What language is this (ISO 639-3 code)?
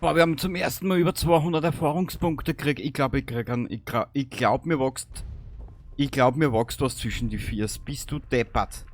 bar